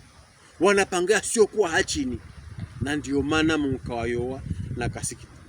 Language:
Pokomo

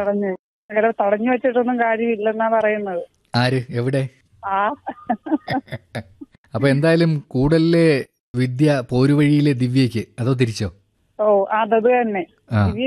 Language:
Malayalam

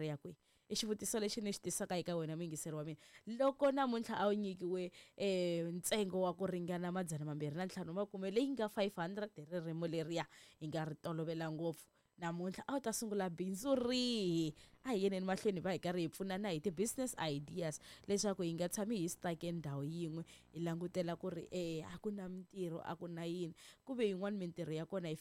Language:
Tsonga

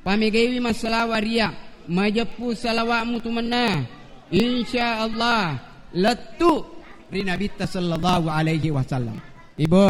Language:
Buginese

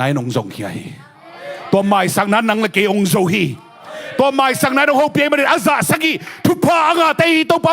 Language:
Tedim Chin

